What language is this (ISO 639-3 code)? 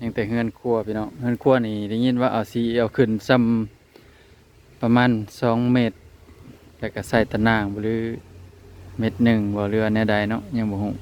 tts